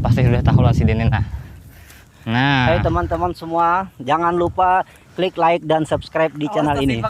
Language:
Banjar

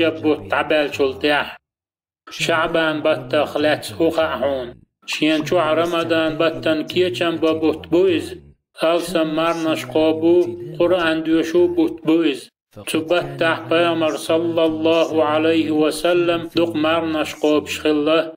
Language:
Chechen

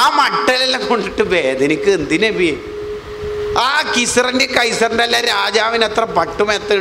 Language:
Malayalam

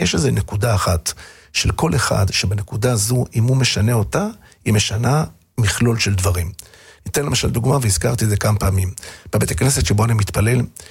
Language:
Hebrew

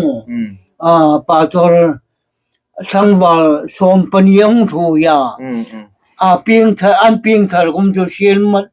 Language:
Hmar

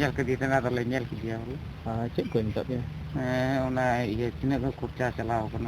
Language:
Santali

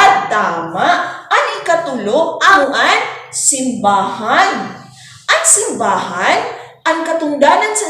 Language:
Waray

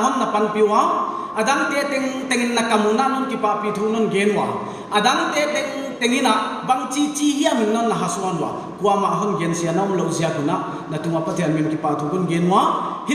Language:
Paite Chin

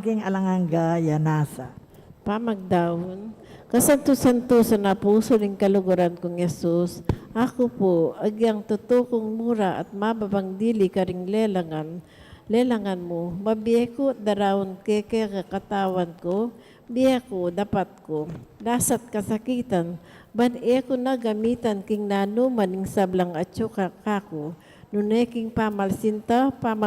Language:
Pampanga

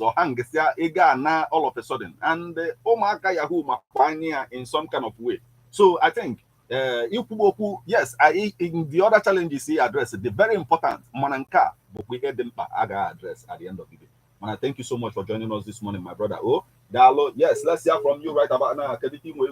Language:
Igbo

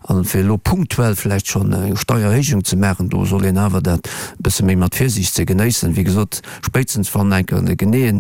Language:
Luxembourgish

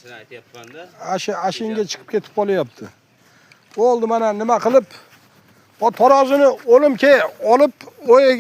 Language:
Uzbek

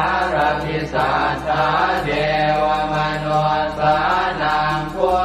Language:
Pali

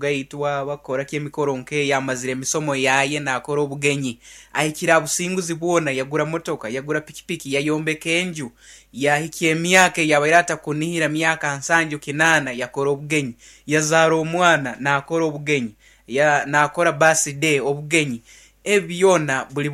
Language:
Nyankole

